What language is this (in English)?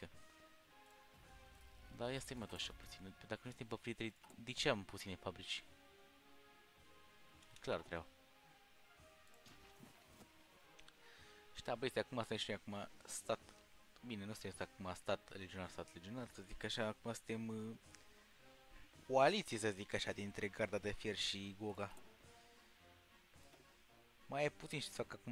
Romanian